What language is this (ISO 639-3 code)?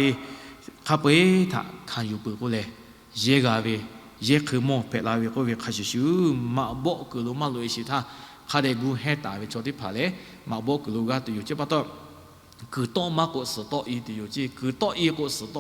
lhu